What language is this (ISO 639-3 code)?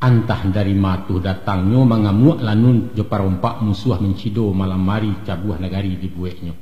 min